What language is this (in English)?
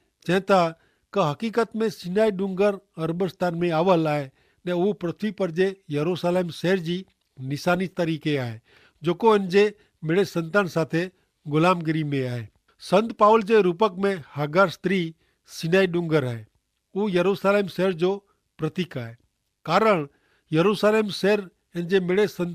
Kachhi